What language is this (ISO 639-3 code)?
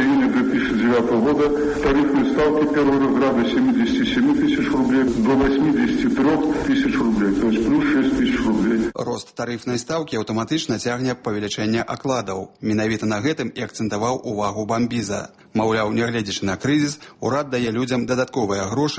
bel